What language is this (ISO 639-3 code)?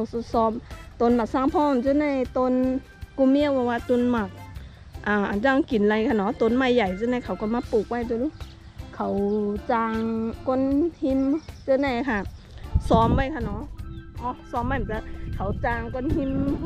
shn